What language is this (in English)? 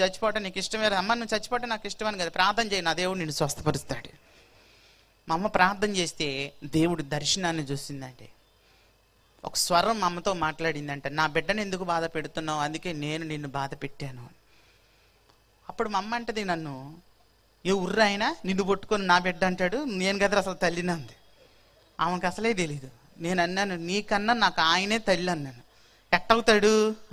Telugu